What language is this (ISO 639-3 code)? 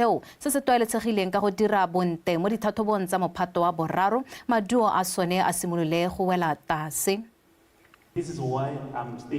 tsn